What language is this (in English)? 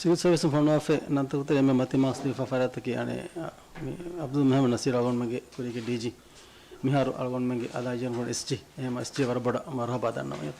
Divehi